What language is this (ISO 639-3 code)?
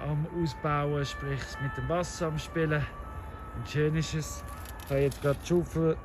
gsw